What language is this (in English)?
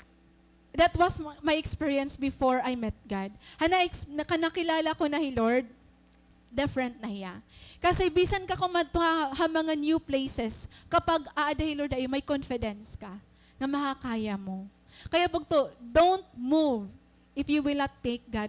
Waray